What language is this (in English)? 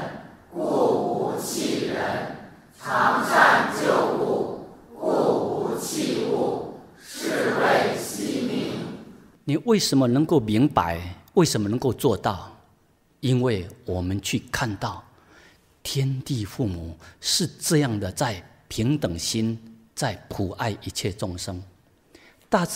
Chinese